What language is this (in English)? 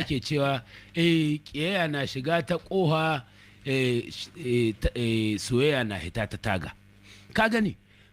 Hausa